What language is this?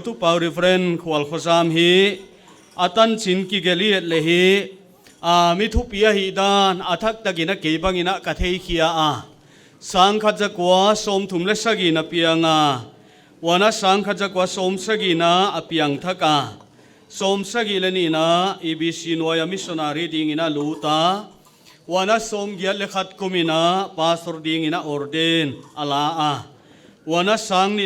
Paite Chin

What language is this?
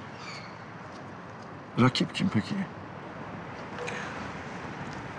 Turkish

